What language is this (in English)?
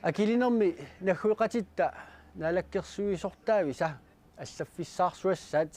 Kalaallisut